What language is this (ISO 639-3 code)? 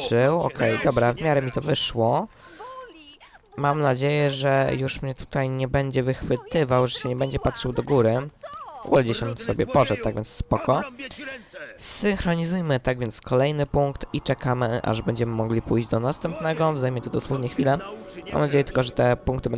pol